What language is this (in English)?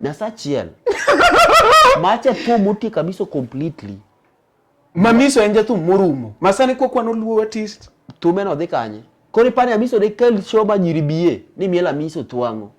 Luo (Kenya and Tanzania)